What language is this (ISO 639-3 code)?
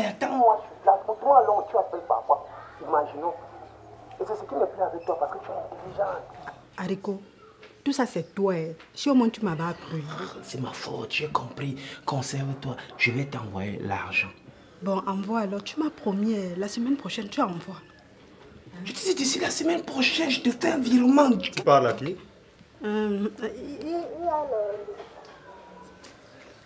fra